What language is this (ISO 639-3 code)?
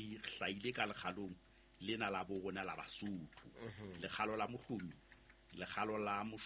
sot